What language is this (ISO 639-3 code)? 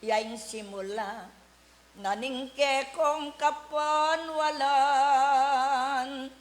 pam